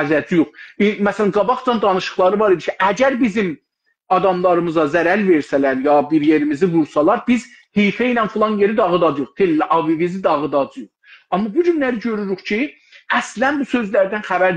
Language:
South Azerbaijani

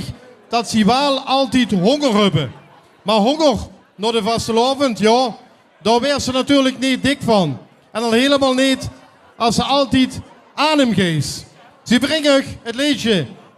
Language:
Limburgish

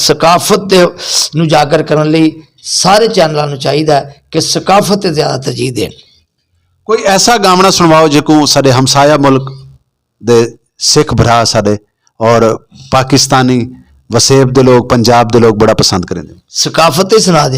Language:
Western Panjabi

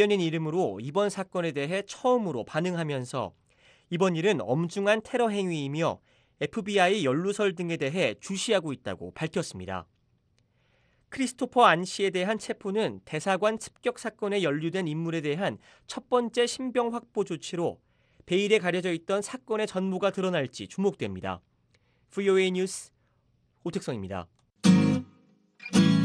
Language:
Korean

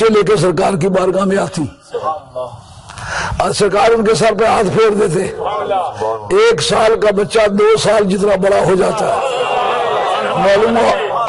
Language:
Urdu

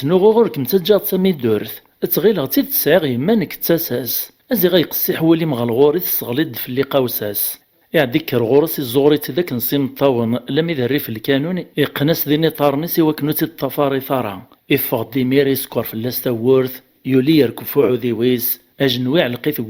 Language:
Kabyle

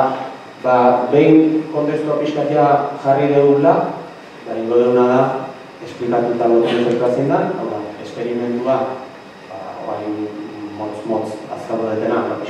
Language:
Basque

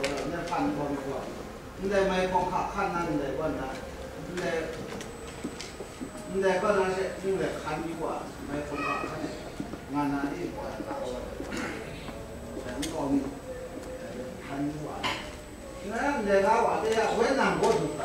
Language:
Chinese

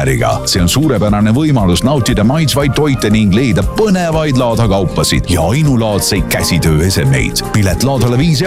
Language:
Estonian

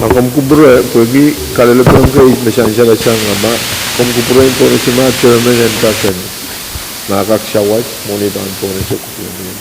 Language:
Pohnpeian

